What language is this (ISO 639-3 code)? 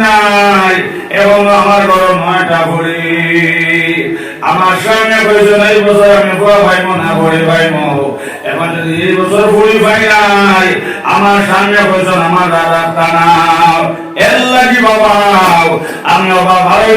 syl